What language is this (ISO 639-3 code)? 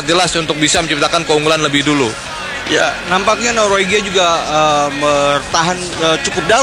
ind